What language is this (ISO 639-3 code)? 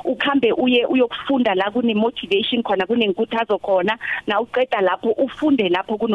nbl